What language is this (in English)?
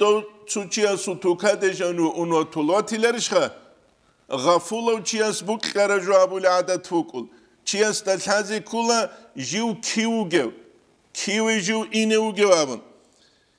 Avaric